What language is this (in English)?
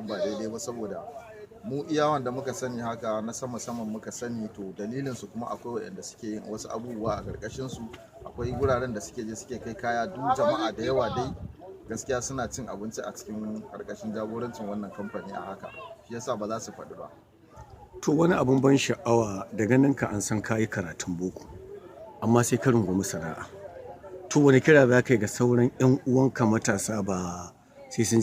Hausa